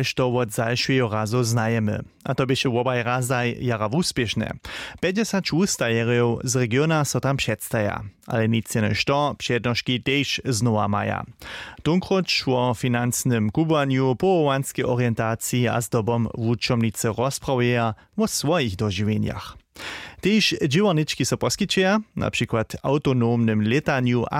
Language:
Upper Sorbian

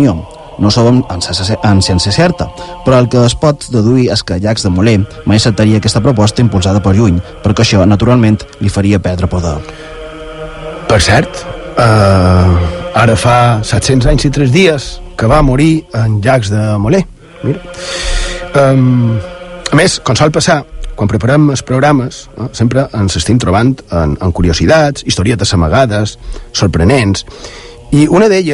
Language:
Catalan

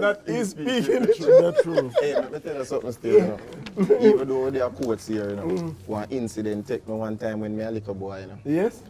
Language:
Jamaican Creole English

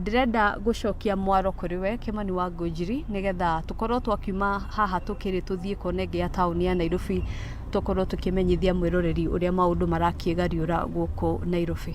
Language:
Kikuyu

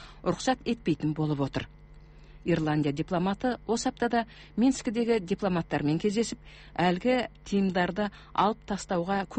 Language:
Kazakh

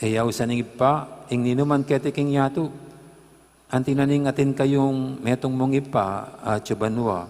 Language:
Pampanga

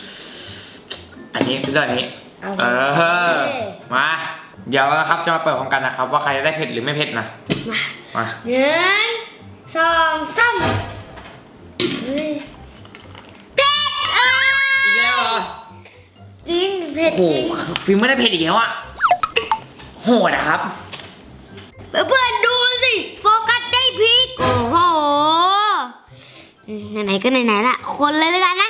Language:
Thai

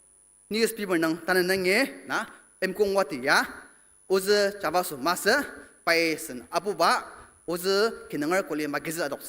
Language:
Ao Naga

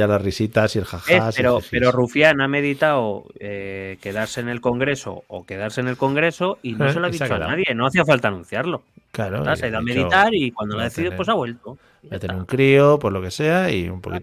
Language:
Spanish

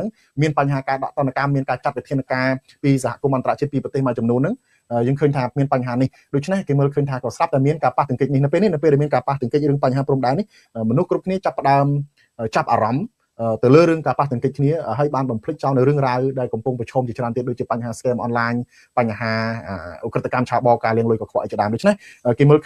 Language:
Khmer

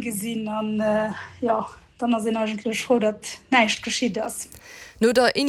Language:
Luxembourgish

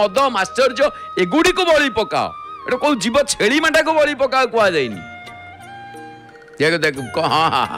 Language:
Odia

